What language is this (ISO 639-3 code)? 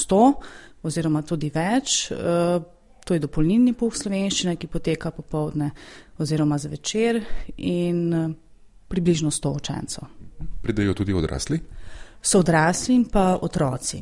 slv